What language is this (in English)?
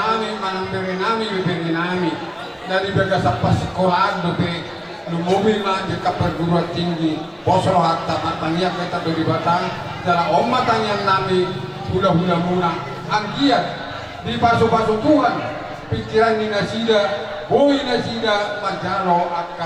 Batak Toba